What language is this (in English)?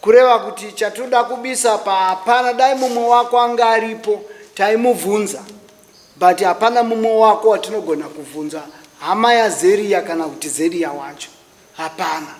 Shona